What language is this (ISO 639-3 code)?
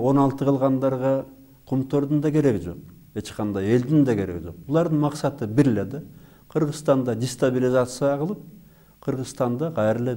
kir